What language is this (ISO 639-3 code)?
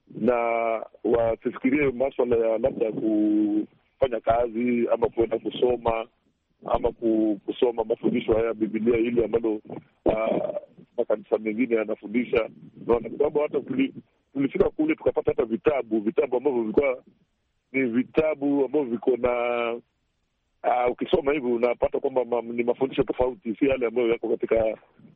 swa